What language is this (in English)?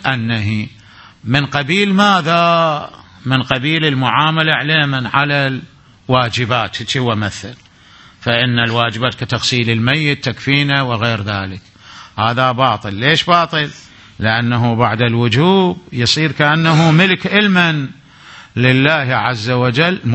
Arabic